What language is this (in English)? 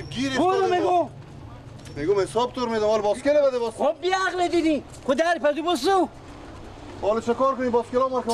Persian